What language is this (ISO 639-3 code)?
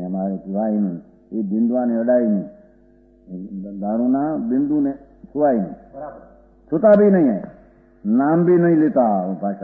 guj